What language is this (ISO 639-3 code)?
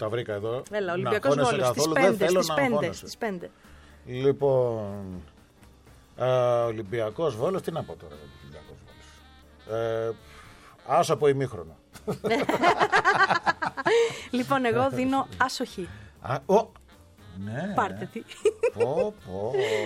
ell